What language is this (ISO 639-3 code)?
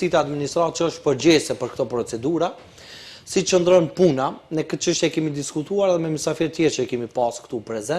sqi